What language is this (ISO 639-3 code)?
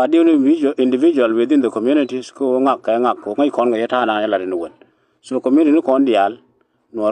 nus